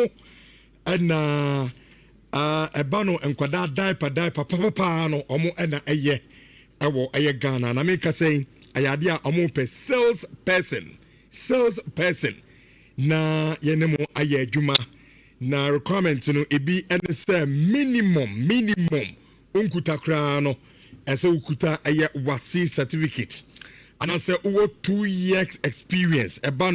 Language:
Akan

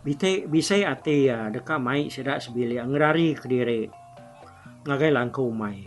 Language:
Iban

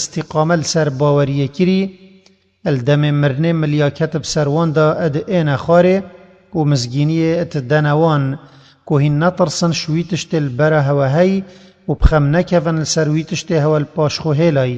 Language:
Kurdish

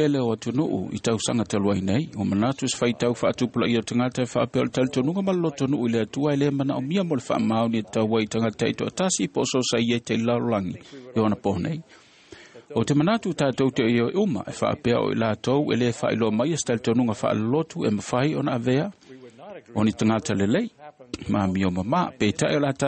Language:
Samoan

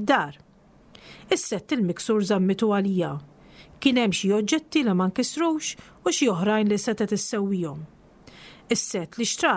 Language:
Maltese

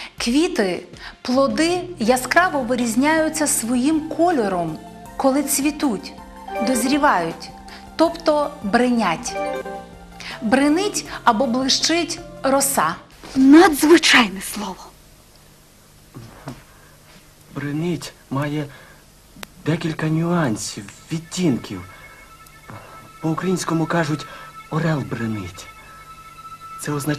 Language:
Ukrainian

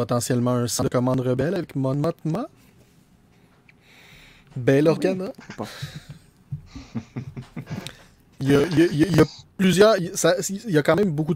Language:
French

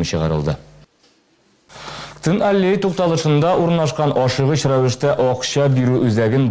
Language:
Tatar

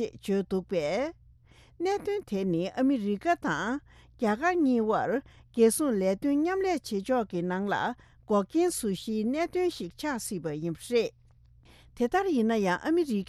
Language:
Tibetan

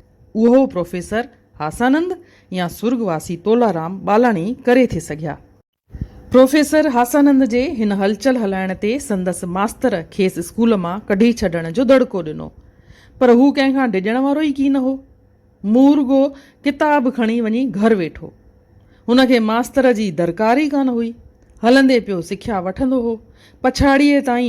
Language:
Sindhi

